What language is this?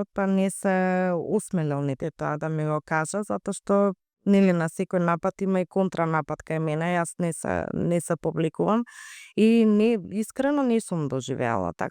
Macedonian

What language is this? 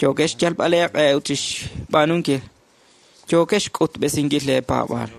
Kekchí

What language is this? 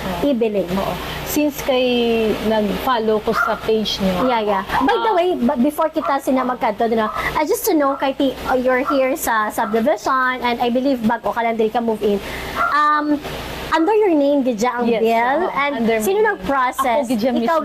Hiligaynon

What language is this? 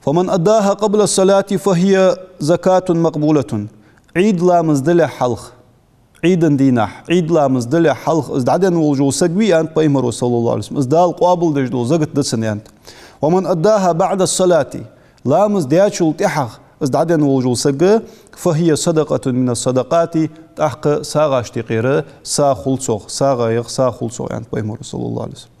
Ingush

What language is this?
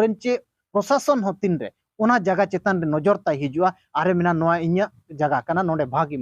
Santali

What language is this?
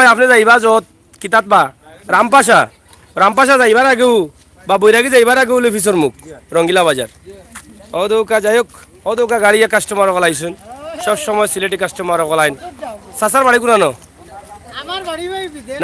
Sylheti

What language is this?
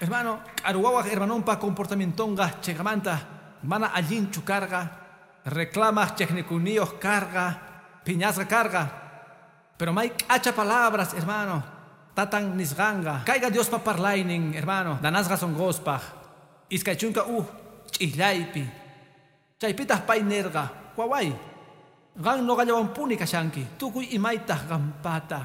Quechua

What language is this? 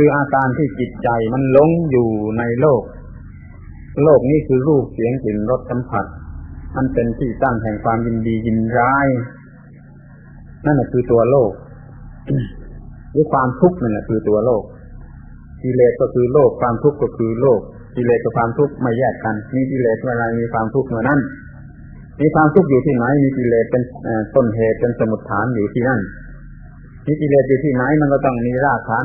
Thai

